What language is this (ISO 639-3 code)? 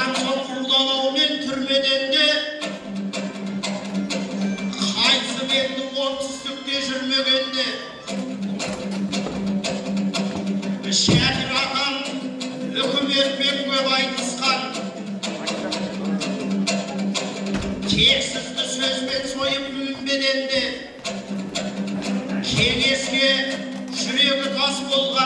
kaz